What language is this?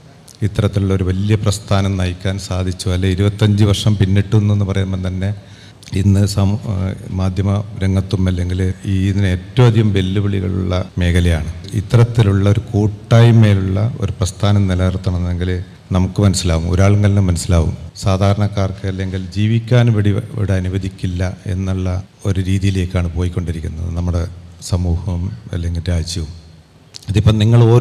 Malayalam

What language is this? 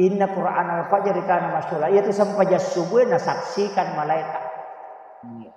Buginese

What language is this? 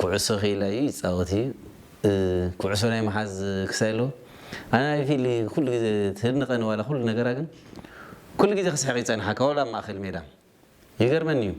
Tigrinya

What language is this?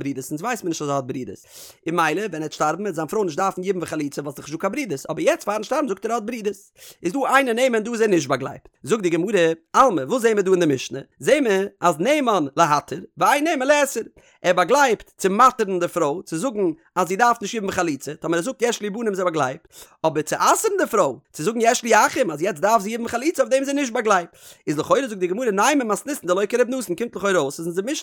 Yiddish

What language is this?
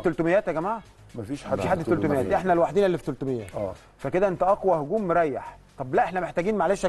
Egyptian Arabic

